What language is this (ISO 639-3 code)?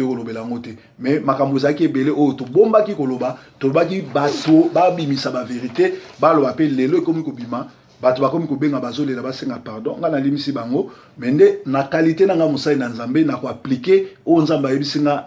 lin